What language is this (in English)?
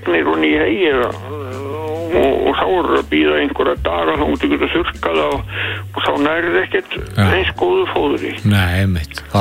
Icelandic